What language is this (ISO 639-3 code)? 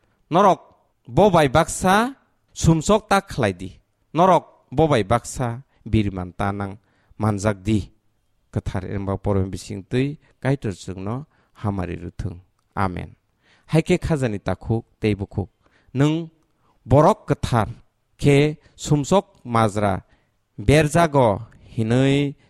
trp